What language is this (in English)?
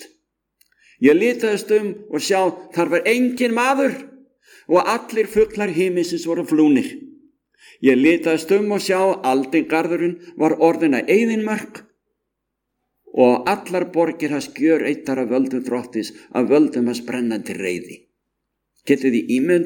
Icelandic